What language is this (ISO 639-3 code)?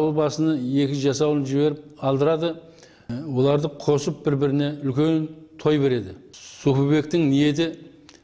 kaa